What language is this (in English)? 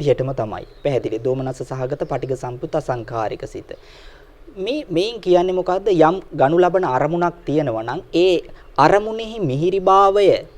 Sinhala